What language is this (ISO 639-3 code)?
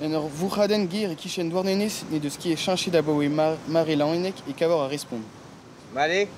bre